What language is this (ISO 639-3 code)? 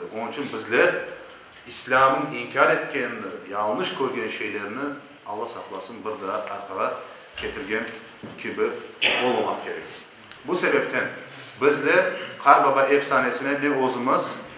crh